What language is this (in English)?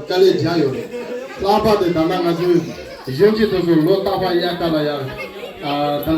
Tibetan